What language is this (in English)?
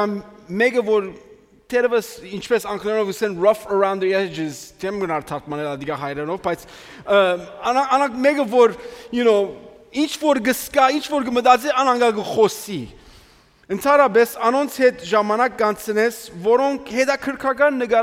Western Armenian